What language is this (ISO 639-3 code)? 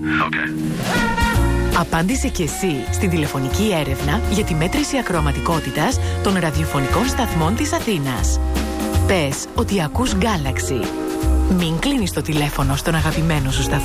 ell